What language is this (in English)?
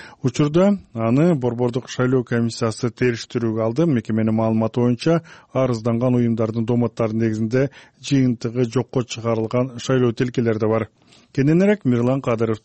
Kyrgyz